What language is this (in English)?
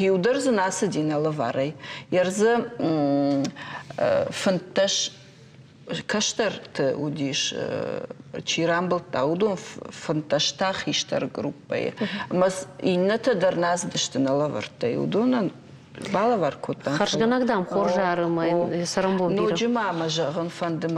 Ossetic